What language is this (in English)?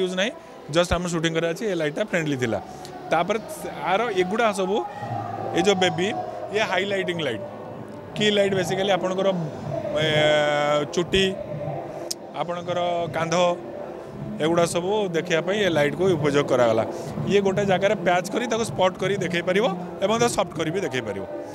Odia